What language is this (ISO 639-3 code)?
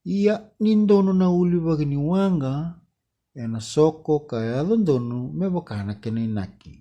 fij